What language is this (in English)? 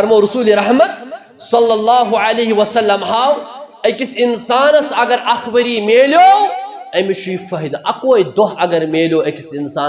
Kashmiri